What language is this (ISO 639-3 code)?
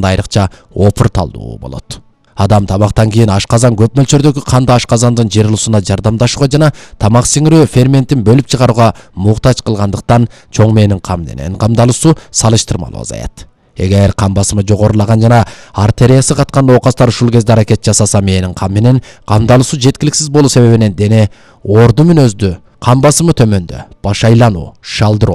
kir